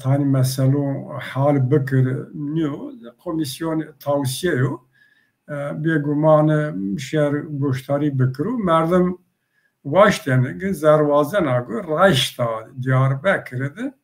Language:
Zaza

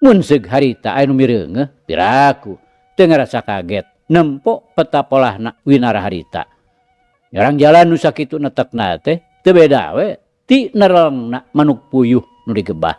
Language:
Sundanese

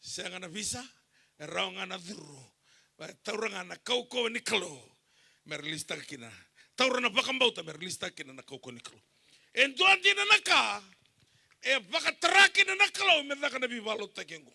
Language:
Fijian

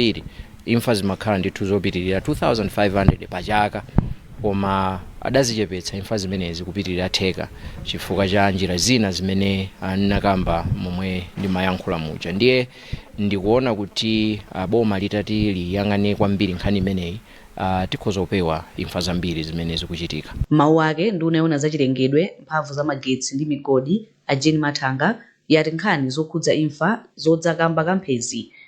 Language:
Nyanja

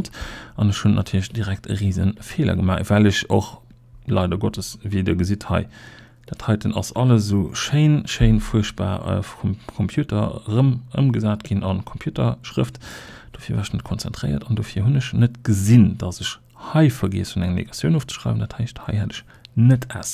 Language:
Luxembourgish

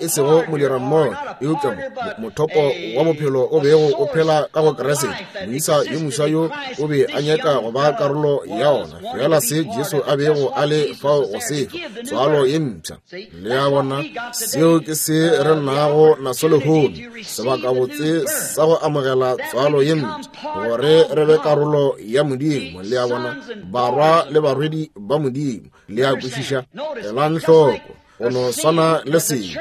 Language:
Northern Sotho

